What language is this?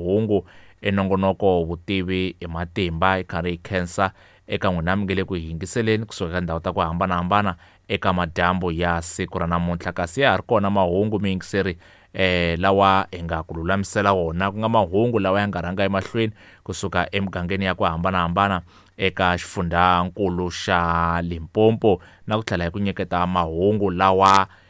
Tsonga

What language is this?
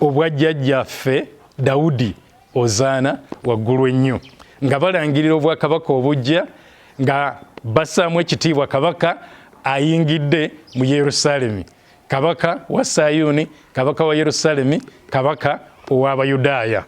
Ganda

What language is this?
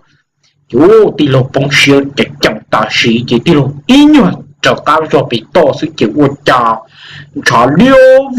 Hmong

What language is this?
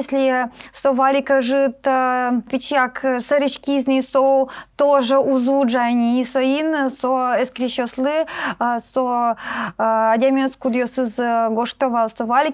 Udmurt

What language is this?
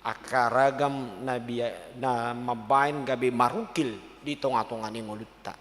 Batak Toba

